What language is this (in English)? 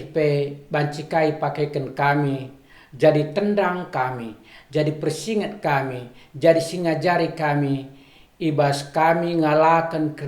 Batak Karo